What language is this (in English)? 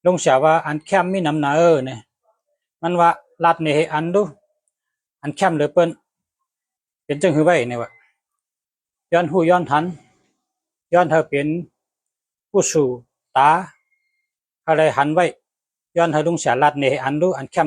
Shan